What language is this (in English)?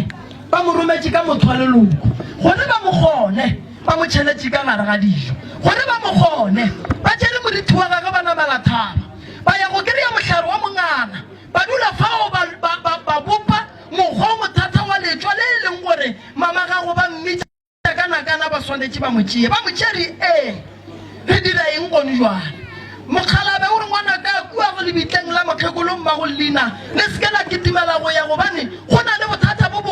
Northern Sotho